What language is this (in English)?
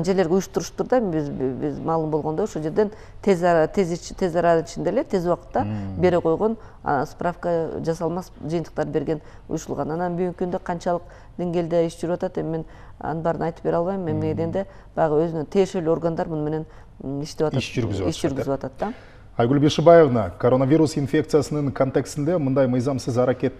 Kyrgyz